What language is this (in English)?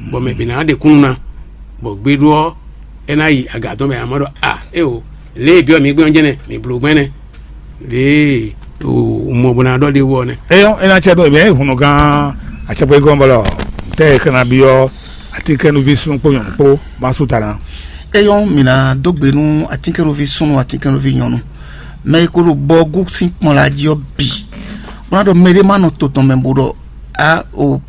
Fon